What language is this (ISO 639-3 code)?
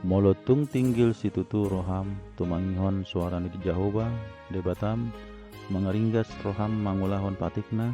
bbc